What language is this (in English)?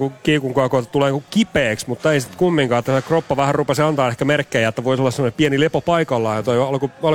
Finnish